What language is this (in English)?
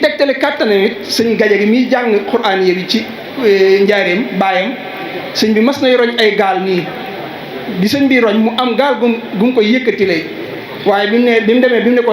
Wolof